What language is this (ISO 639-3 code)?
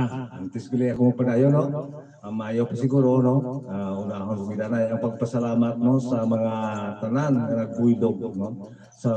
hil